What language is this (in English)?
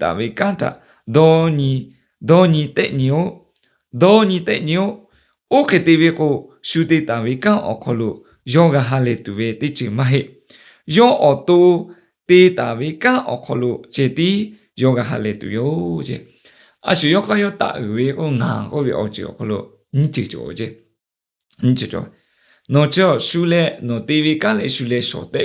Lahu